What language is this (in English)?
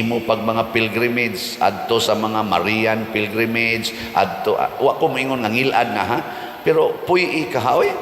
Cebuano